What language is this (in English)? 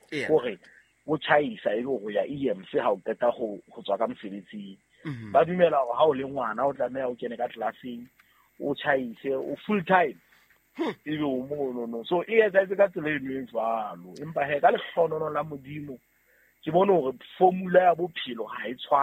Southern Sotho